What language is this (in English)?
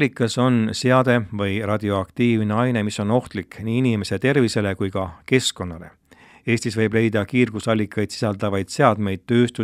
Estonian